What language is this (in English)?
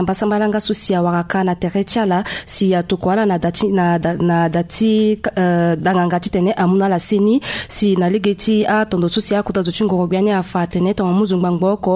Sango